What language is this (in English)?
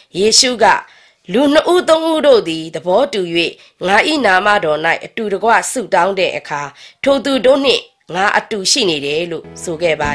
Burmese